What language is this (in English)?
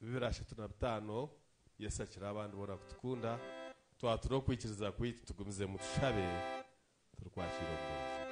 Nyankole